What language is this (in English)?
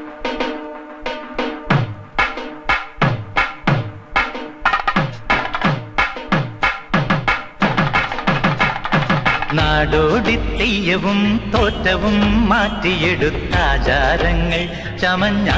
Malayalam